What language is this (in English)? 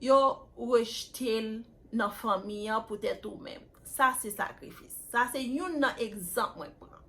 Haitian Creole